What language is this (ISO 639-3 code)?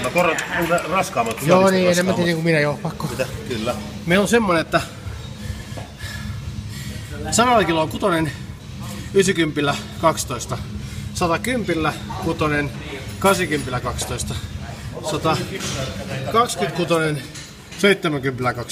fin